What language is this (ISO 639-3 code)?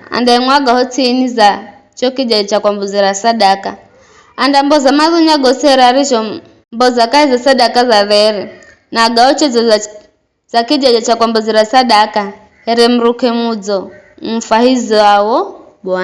nyf